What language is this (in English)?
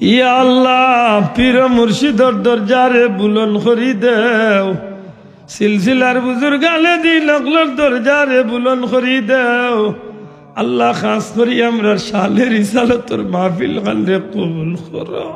Sylheti